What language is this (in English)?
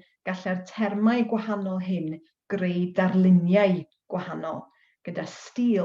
Welsh